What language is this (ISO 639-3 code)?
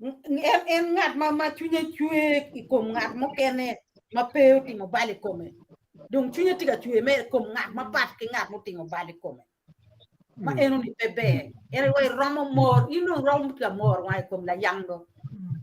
ach